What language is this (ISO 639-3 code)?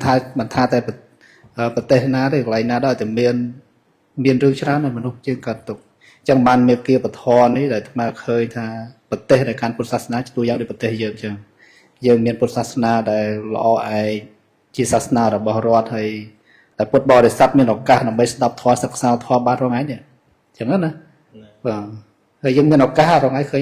khm